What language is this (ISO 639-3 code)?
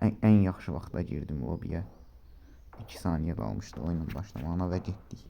aze